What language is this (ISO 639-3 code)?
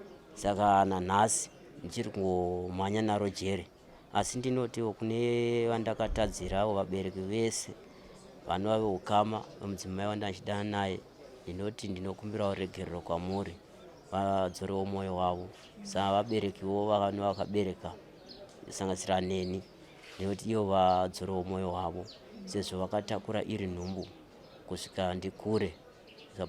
sna